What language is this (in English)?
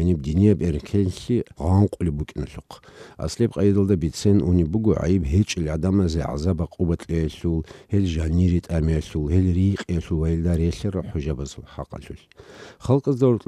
Avaric